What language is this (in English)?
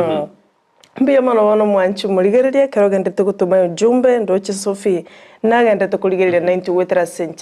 Gusii